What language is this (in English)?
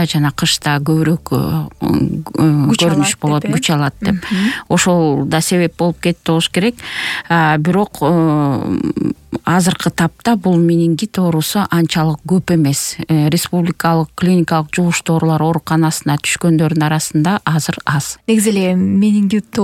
Kyrgyz